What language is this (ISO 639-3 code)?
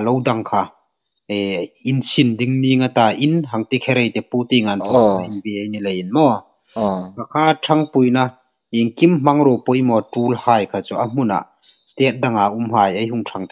hmr